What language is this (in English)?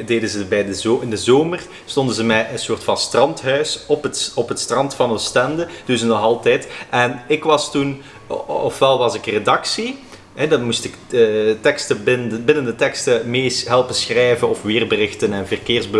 Dutch